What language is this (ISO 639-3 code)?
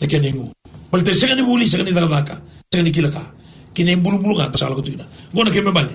fij